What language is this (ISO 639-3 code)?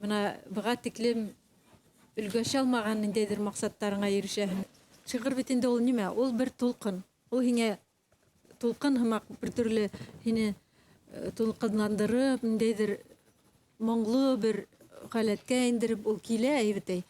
bak